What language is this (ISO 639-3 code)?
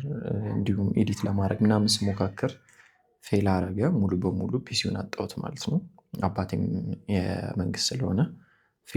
amh